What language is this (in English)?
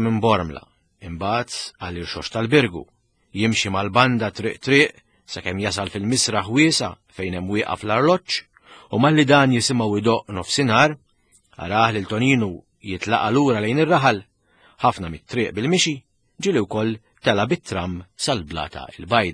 Maltese